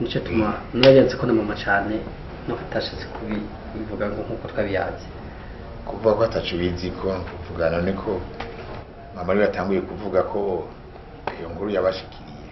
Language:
Rundi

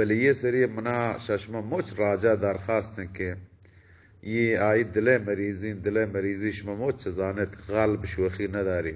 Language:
Eastern Balochi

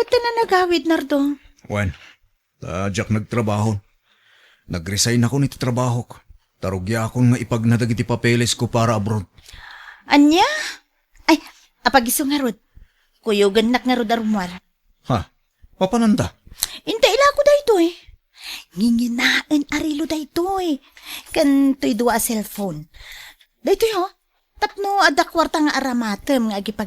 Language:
Iloko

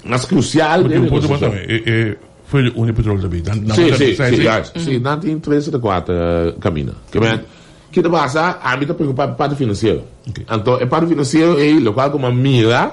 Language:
Papiamento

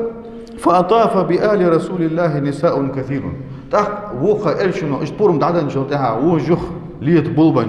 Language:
Ingush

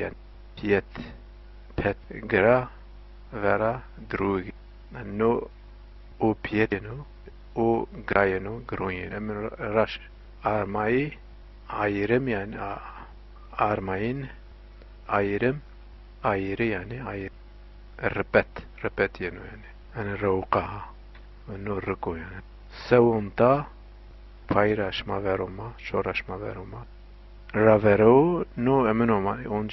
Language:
Zaza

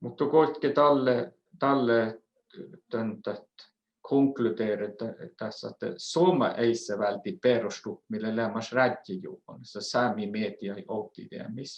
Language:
Northern Sami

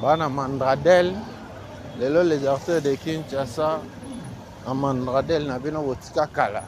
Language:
Lingala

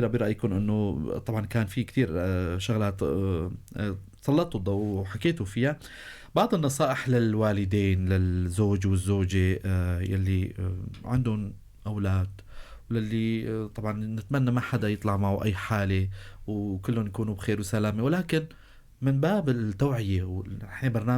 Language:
North Levantine Arabic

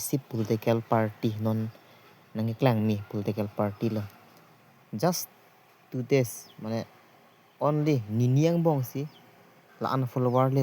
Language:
Karbi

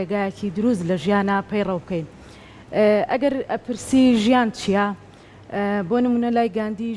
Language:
Central Kurdish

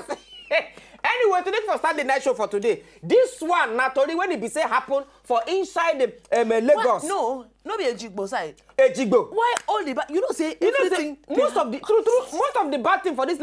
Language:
Nigerian Pidgin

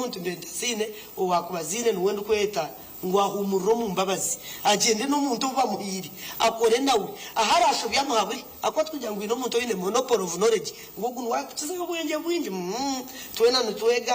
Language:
Nyankole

